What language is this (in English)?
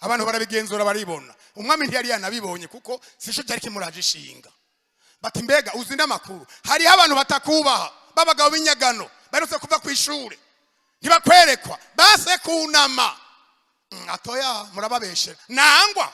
Rundi